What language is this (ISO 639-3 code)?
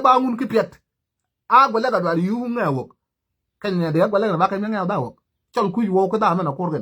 nus